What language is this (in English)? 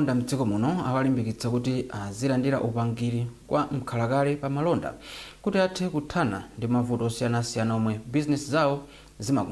Nyanja